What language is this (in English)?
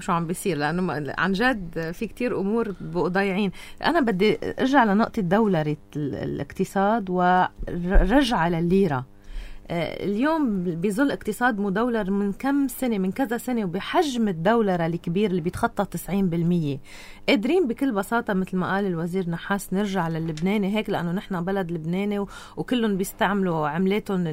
North Levantine Arabic